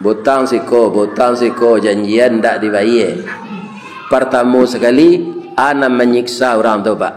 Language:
Minangkabau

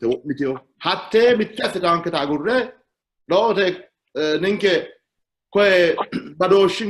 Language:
Sidamo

